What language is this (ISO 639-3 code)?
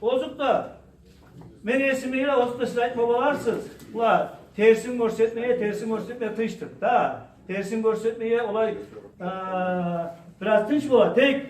kum